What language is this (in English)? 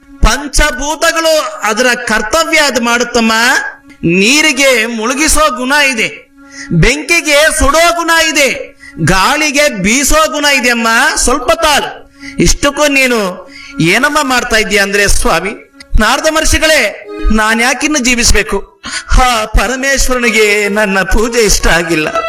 Kannada